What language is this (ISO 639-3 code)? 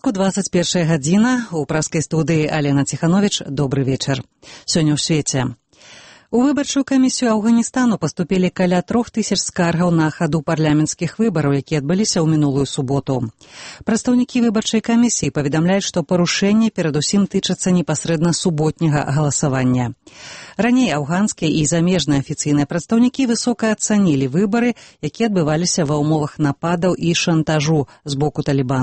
bel